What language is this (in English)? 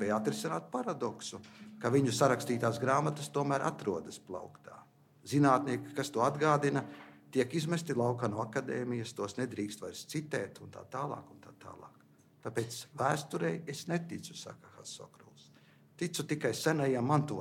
Latvian